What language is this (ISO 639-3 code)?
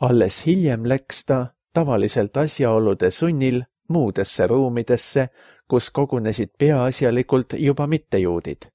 est